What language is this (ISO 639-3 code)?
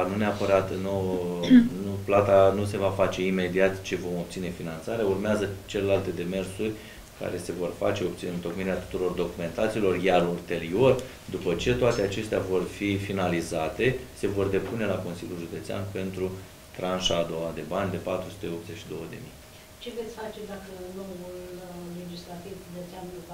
ron